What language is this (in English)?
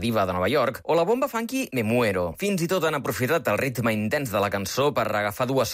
Catalan